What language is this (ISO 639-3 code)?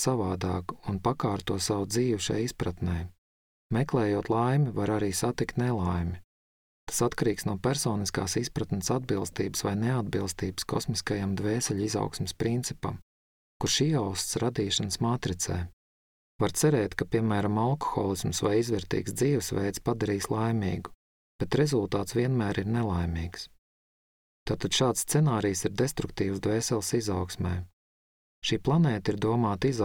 lav